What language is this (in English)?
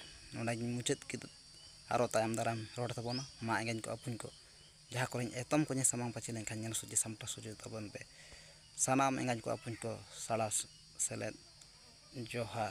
Santali